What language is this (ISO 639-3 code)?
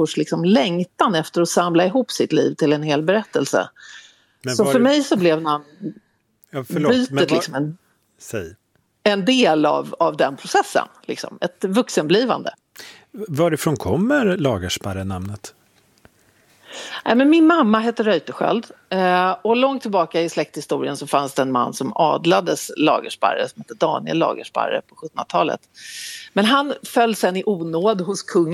swe